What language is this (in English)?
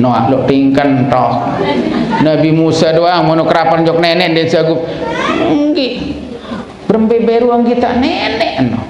Sasak